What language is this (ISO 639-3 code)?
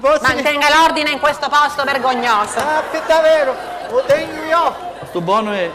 scn